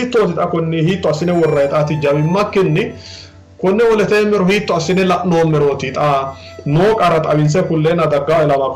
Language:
Sidamo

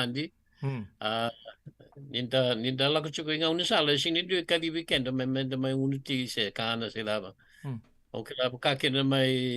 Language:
Fijian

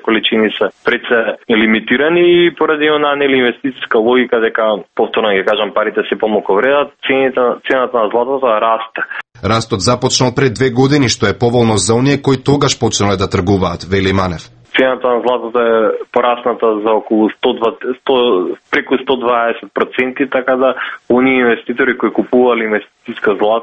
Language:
Macedonian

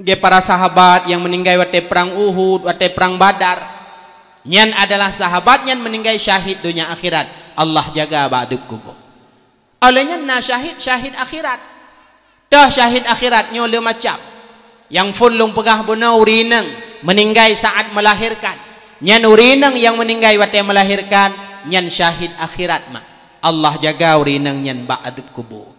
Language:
Achinese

